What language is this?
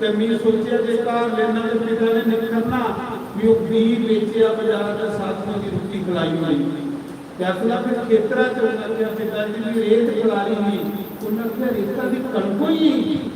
Dogri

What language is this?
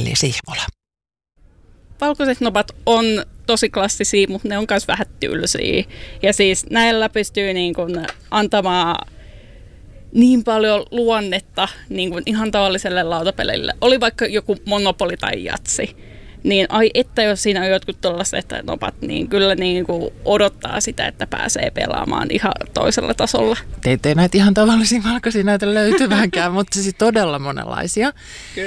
Finnish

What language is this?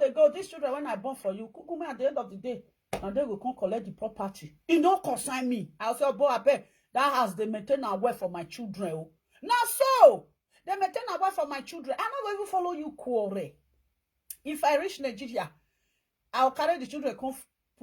Nigerian Pidgin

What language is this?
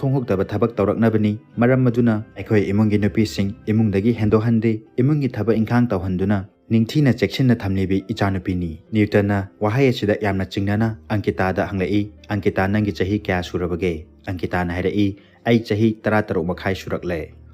Manipuri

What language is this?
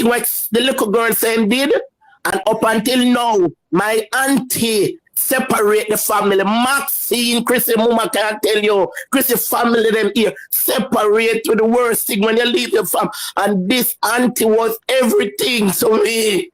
Jamaican Creole English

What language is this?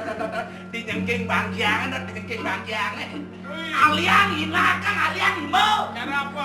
Balinese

